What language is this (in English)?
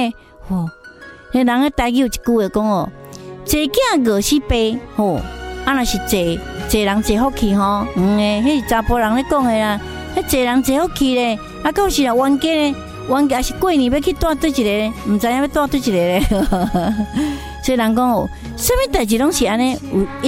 Min Nan Chinese